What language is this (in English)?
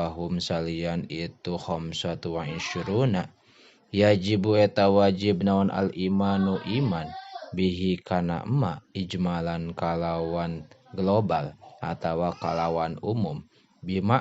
Sundanese